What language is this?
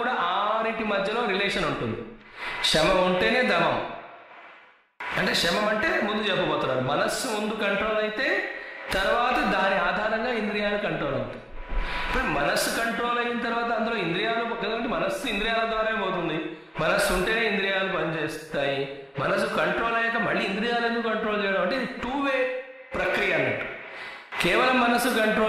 Telugu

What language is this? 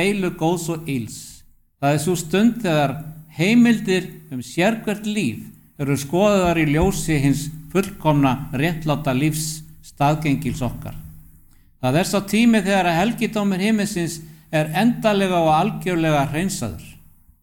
Icelandic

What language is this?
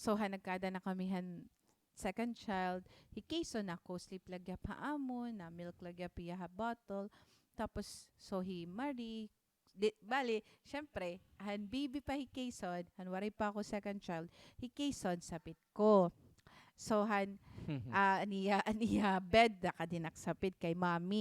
Waray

